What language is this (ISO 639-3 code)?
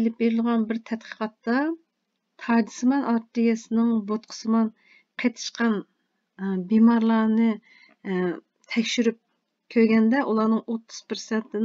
uig